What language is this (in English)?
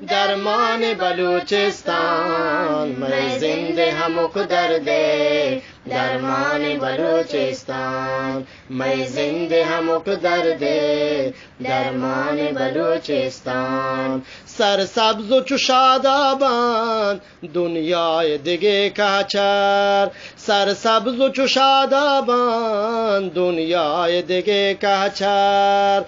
Eastern Balochi